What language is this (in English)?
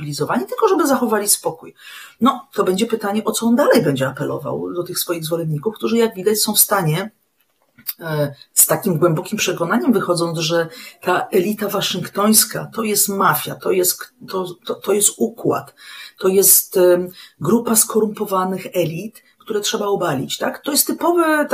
Polish